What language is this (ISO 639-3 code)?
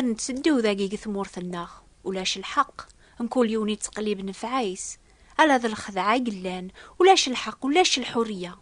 kab